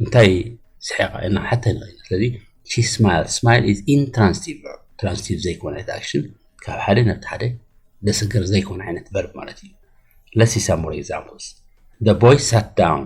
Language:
Tigrinya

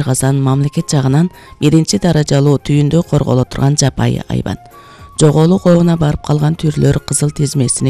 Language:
Kyrgyz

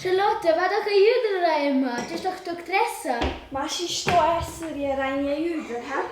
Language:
Romansh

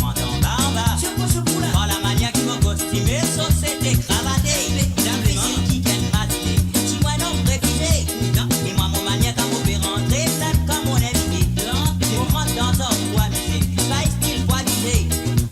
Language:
Morisyen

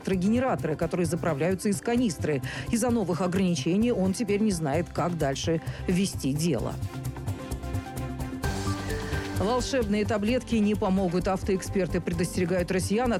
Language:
Russian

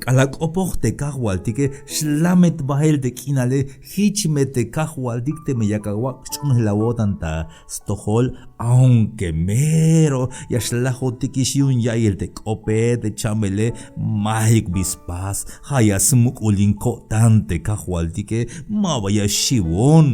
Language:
Tzeltal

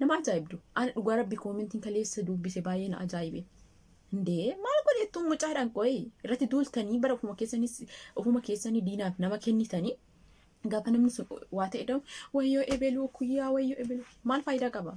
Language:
Oromo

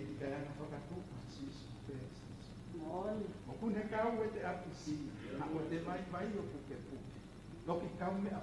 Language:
Tongan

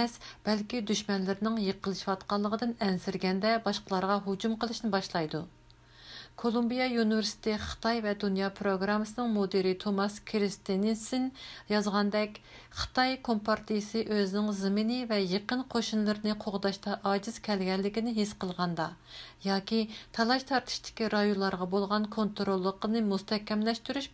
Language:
Uyghur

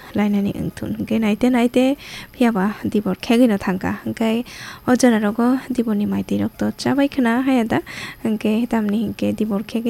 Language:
Kok Borok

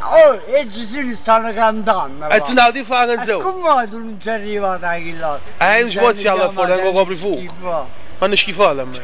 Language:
Neapolitan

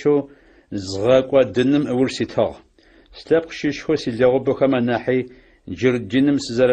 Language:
Adyghe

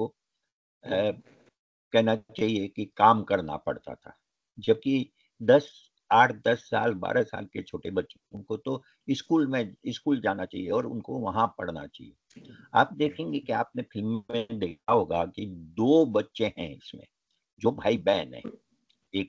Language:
Hindi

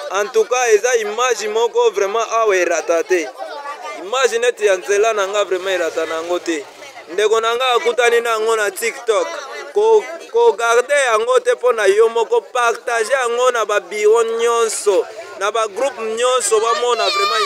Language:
Lingala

